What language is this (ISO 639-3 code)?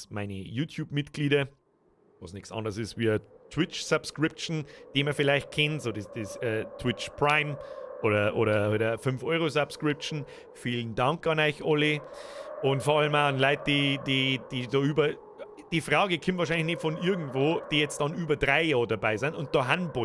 bar